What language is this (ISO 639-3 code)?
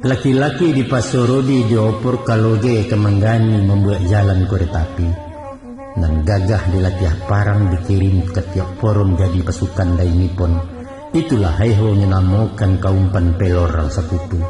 min